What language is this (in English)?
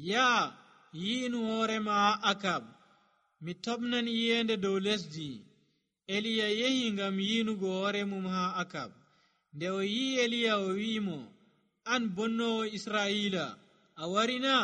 Nigerian Fulfulde